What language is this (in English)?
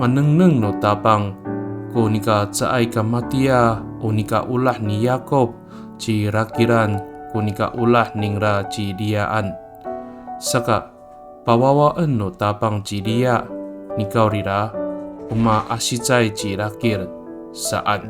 Amis